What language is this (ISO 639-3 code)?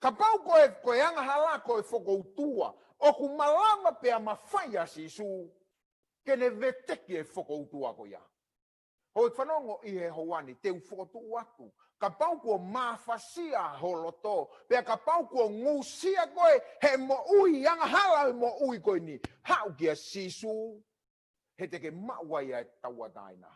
ton